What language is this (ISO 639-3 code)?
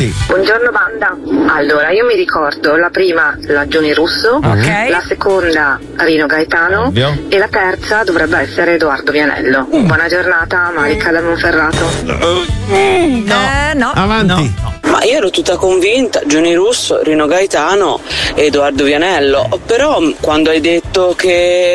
ita